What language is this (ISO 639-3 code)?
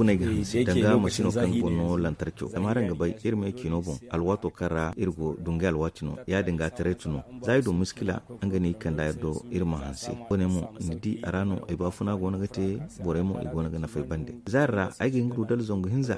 dje